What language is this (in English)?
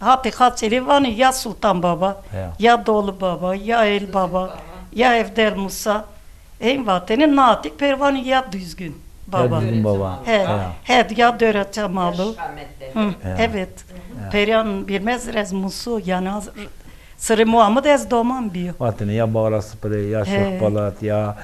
Zaza